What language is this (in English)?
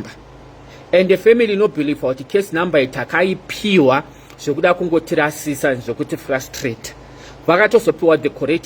Shona